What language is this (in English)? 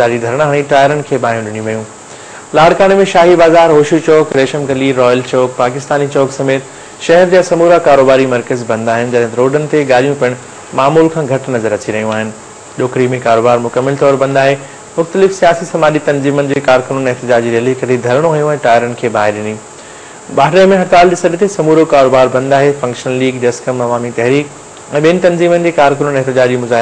Sindhi